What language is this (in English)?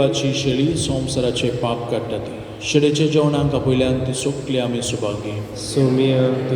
Konkani